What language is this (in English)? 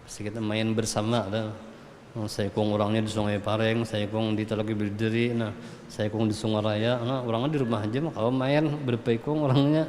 Banjar